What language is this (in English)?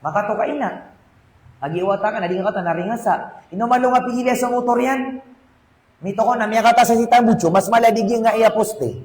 Maranao